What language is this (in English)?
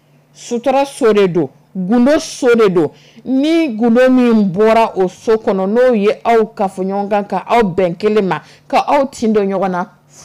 Dyula